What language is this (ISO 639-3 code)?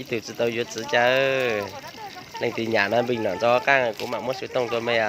hmn